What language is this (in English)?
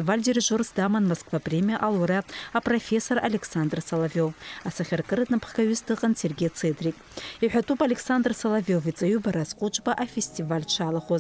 Abkhazian